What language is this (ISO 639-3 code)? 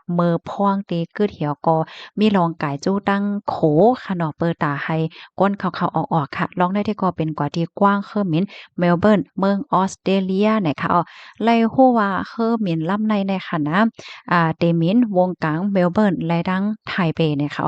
shn